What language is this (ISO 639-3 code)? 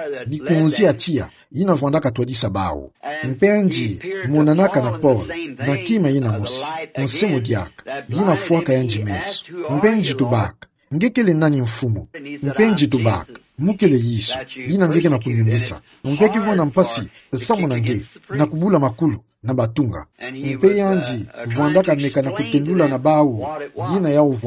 ktu